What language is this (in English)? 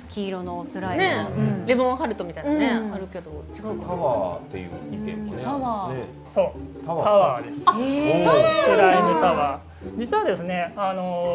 Japanese